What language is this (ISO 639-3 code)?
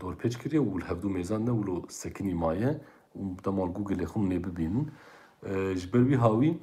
kur